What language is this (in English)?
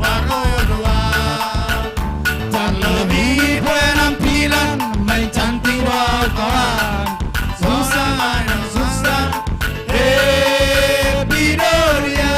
Batak Simalungun